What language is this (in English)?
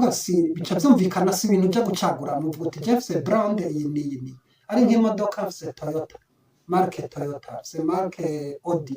Rundi